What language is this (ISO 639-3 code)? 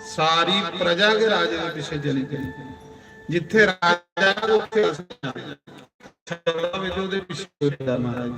doi